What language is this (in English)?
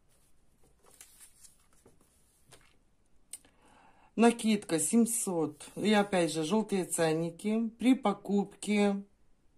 Russian